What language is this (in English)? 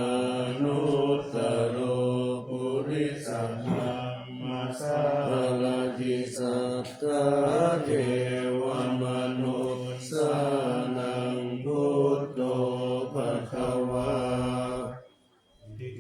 Pali